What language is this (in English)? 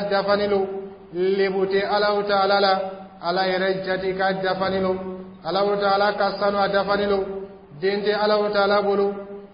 Dyula